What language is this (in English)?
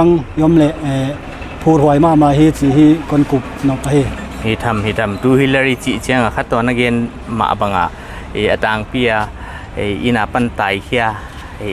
Paite Chin